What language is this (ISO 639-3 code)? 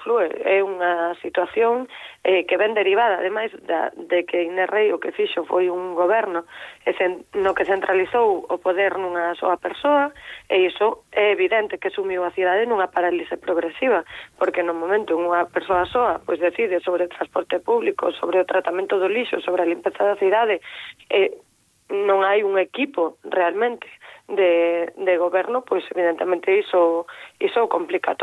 glg